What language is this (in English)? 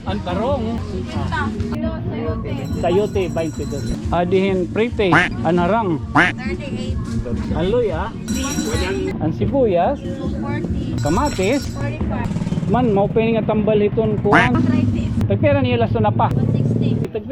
Waray